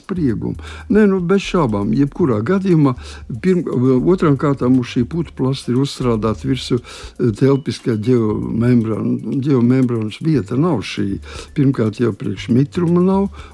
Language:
Latvian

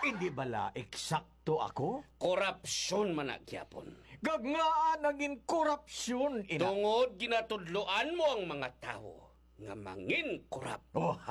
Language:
Hiligaynon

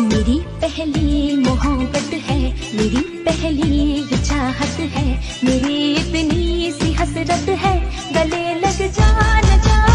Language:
Karbi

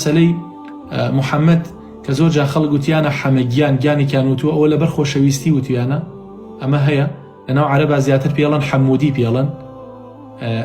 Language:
Central Kurdish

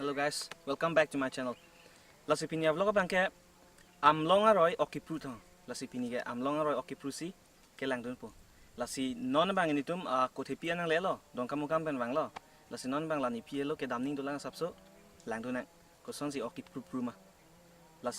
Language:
Karbi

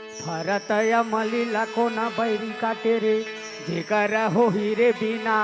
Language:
Chhattisgarhi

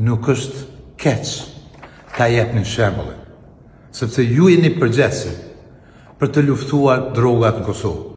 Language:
Albanian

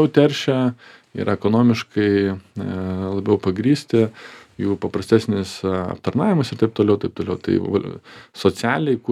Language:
Lithuanian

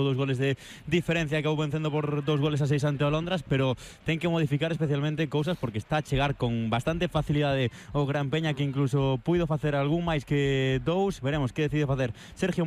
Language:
Galician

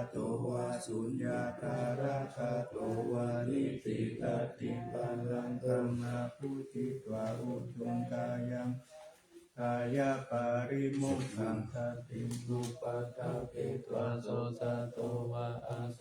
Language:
Pali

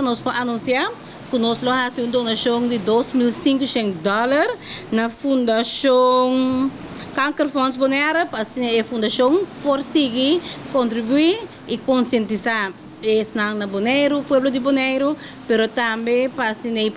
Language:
Papiamento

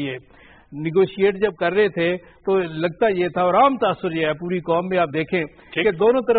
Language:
Urdu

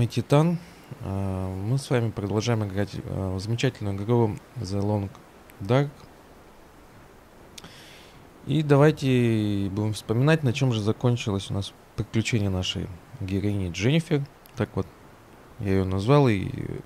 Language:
Russian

